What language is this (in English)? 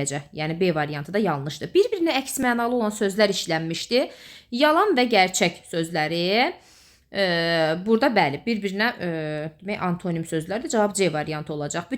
Azerbaijani